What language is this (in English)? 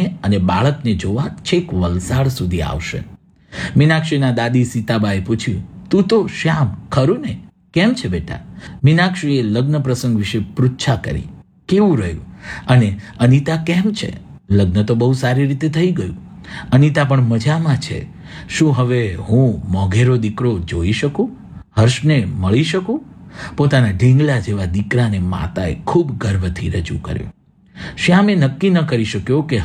Gujarati